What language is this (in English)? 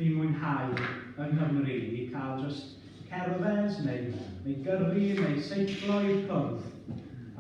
Welsh